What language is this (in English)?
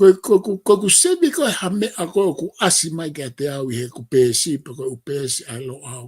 Tongan